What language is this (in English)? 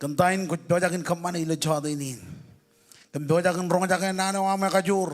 Marshallese